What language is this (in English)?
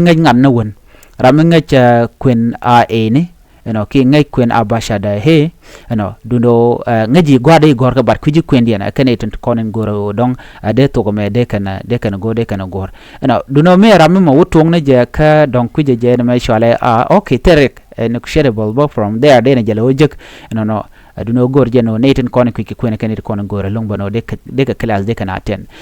Nuer